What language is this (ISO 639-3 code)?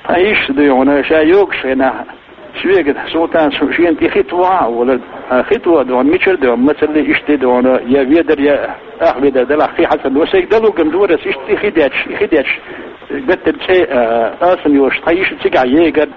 che